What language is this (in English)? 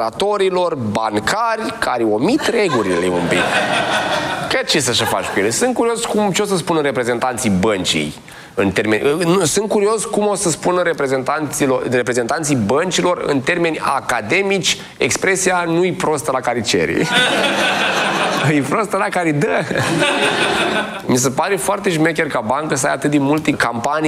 Romanian